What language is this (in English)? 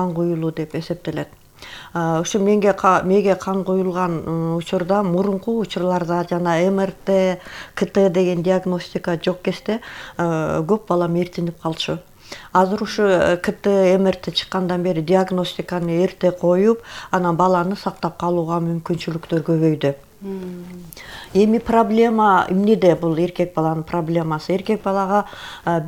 Kyrgyz